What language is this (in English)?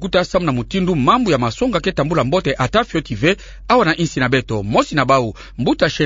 Kituba (Democratic Republic of Congo)